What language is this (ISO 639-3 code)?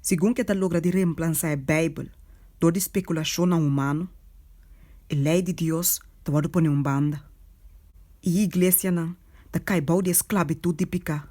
pap